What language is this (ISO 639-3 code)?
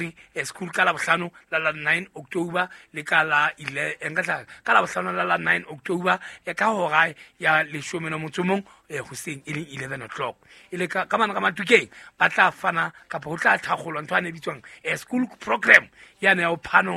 sot